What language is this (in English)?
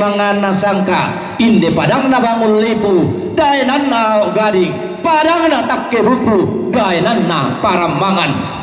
Toraja-Sa'dan